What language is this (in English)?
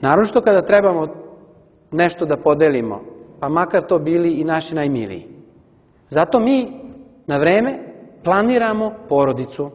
Serbian